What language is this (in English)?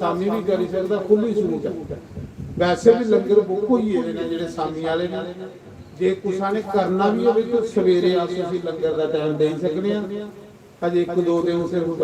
Dogri